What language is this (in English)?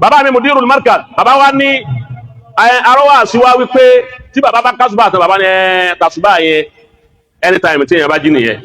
Yoruba